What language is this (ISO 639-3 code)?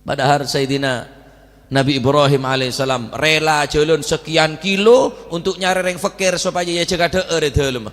mad